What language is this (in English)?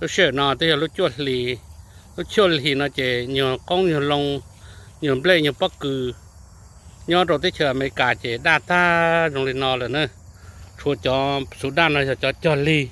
Hmong